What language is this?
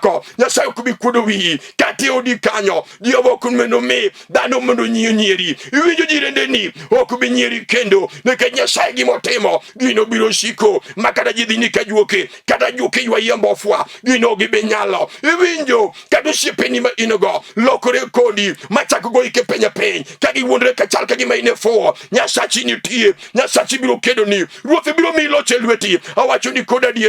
Luo (Kenya and Tanzania)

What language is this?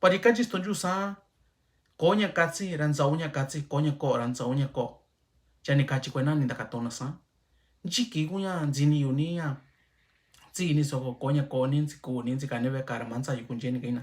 Mixtepec Mixtec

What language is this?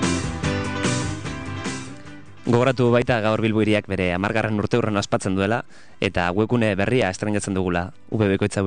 Basque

